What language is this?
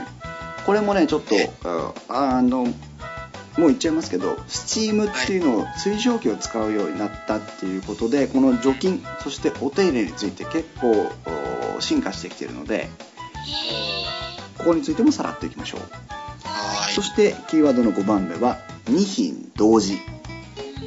Japanese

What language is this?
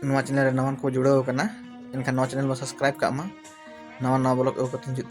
Santali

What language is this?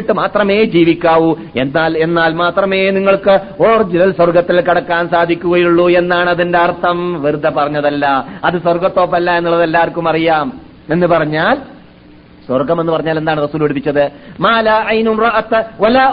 Malayalam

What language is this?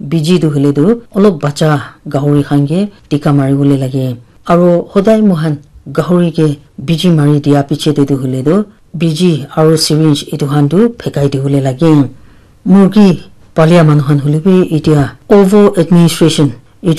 Naga Pidgin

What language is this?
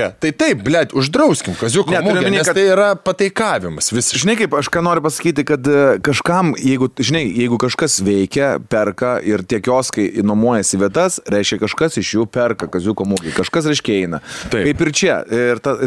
Lithuanian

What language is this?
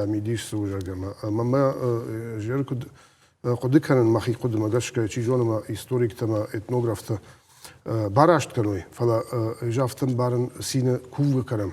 Ossetic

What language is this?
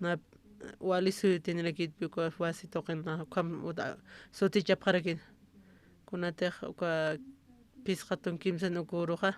Aymara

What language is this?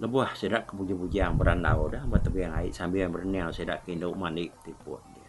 Iban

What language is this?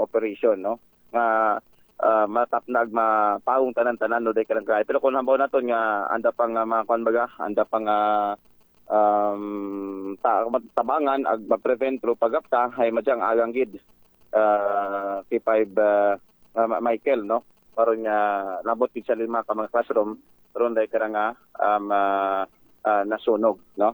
Aklanon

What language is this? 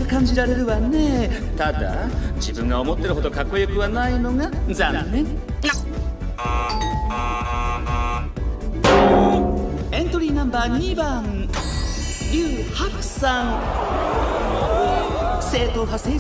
Japanese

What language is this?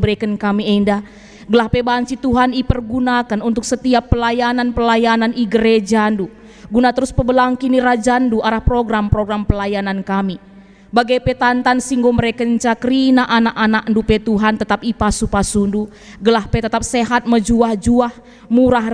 Batak Karo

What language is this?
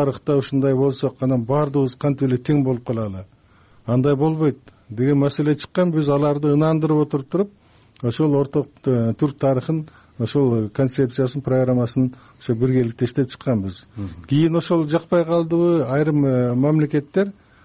Kyrgyz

